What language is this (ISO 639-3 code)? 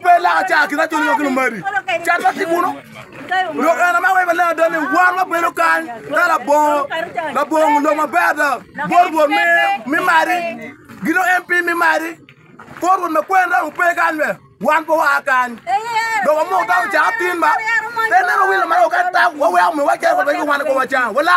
ach